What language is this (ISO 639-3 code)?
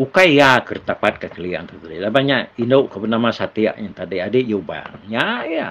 iba